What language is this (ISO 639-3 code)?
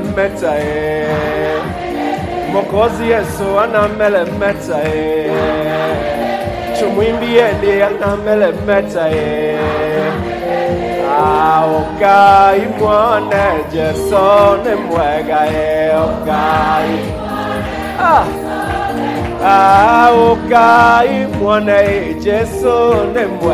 swa